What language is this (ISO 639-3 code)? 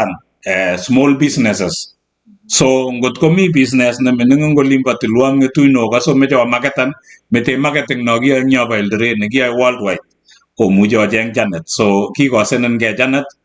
kln